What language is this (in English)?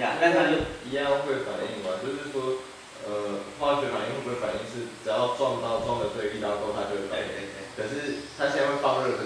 Chinese